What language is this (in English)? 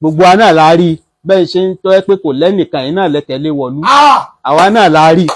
Yoruba